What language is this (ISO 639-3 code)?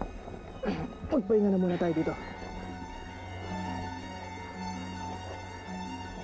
fil